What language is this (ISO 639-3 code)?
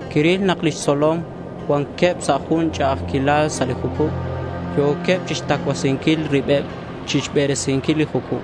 kek